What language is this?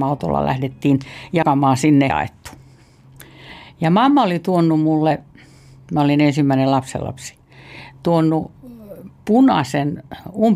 Finnish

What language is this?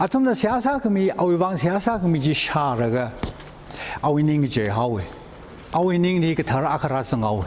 Tangkhul Naga (India)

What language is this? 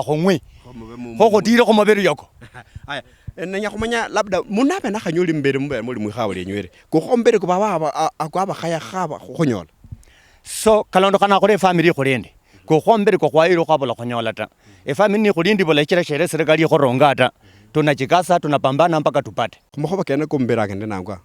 Luyia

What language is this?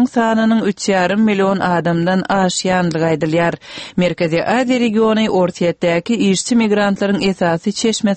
Turkmen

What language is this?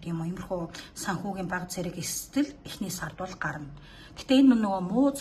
Mongolian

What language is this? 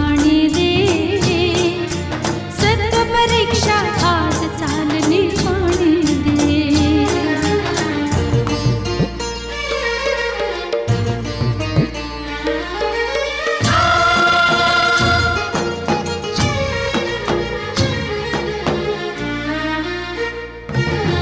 Marathi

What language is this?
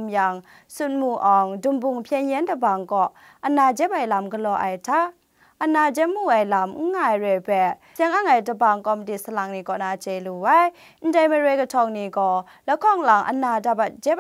Kachin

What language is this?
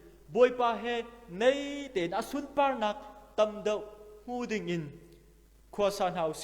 Hakha Chin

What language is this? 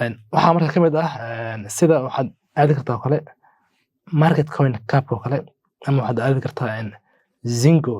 Somali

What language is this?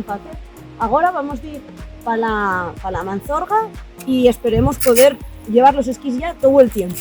Asturian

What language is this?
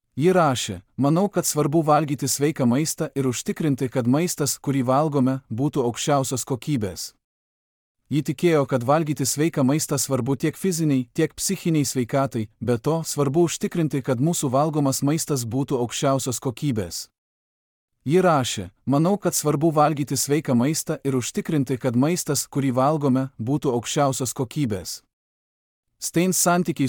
Lithuanian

